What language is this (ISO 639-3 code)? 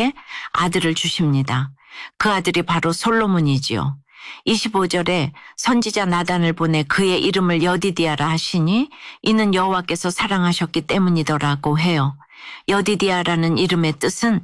kor